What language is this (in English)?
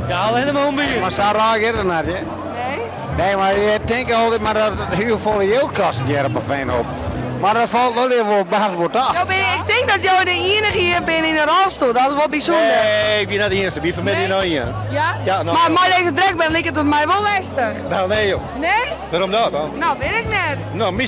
Western Frisian